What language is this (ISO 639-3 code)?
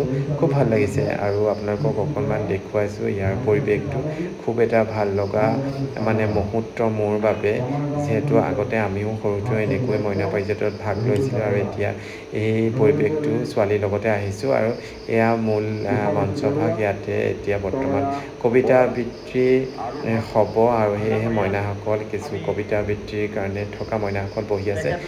asm